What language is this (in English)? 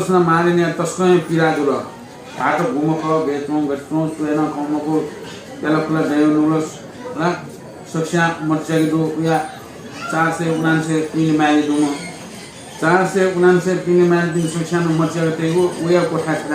Newari